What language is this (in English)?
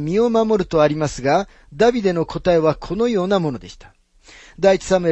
Japanese